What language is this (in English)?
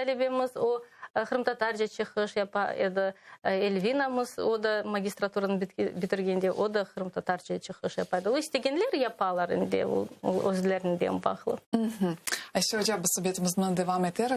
Crimean Tatar